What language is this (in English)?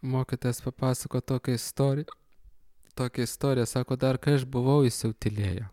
Lithuanian